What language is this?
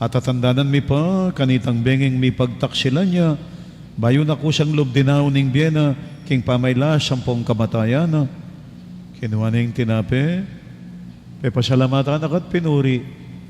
Pampanga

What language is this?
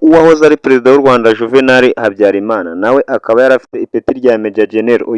Kinyarwanda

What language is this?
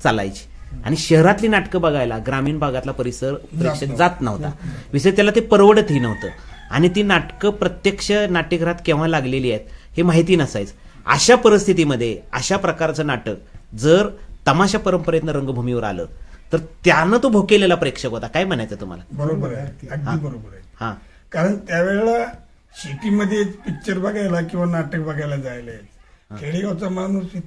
Marathi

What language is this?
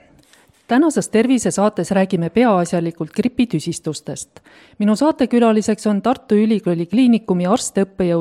Estonian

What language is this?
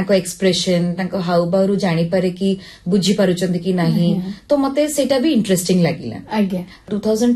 Odia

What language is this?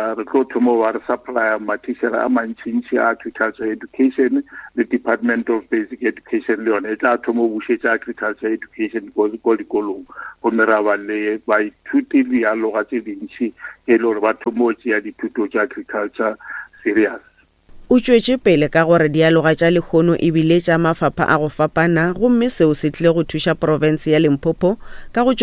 Northern Sotho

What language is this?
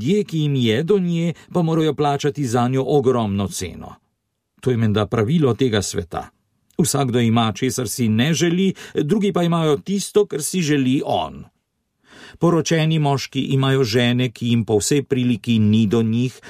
Slovenian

